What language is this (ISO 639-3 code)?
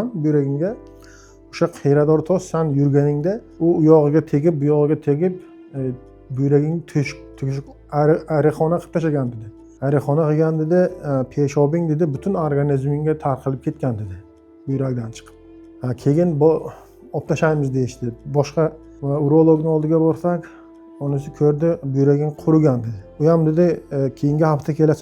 uzb